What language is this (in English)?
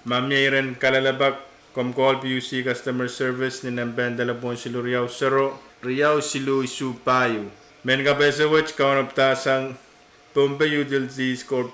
Pohnpeian